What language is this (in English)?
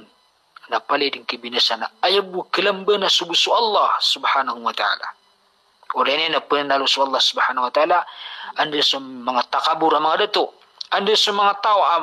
Maranao